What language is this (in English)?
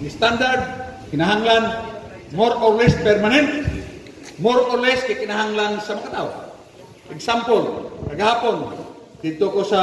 Cebuano